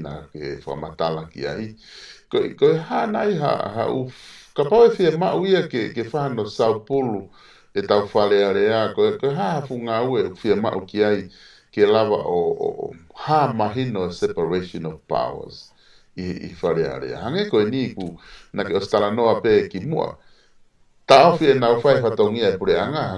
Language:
Tongan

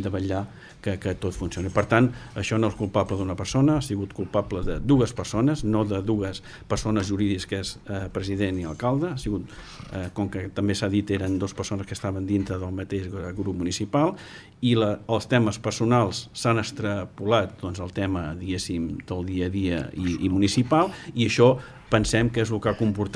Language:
Catalan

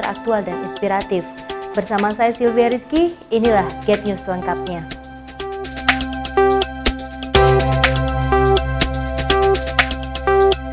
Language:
Indonesian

